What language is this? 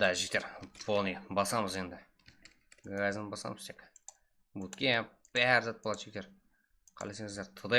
Kara-Kalpak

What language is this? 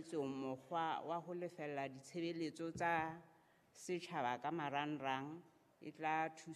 Southern Sotho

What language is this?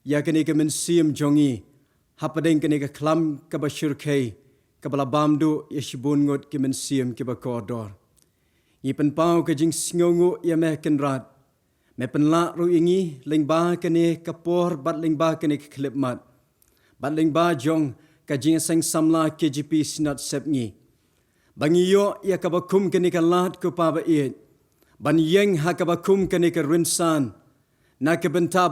Khasi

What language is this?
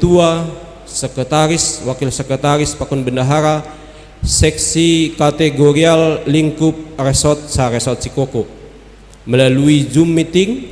Batak Simalungun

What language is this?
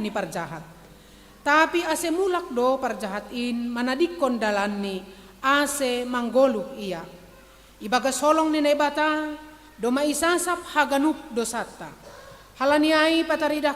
Batak Simalungun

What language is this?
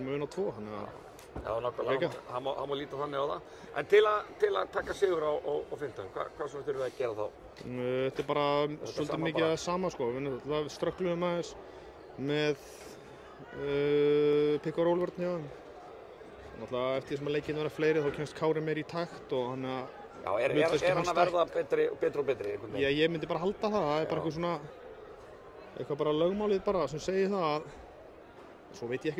Icelandic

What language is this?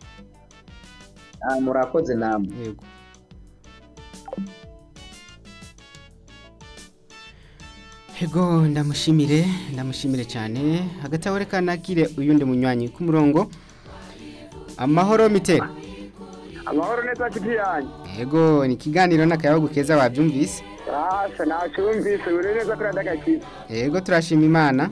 Rundi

